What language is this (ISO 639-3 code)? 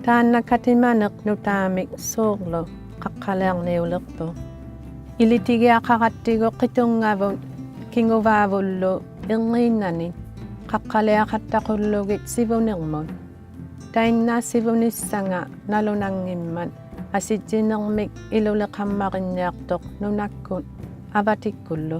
iku